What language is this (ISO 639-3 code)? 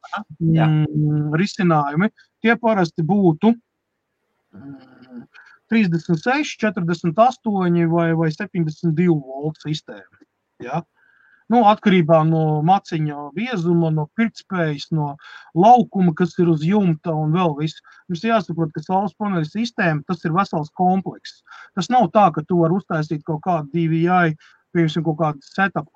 lav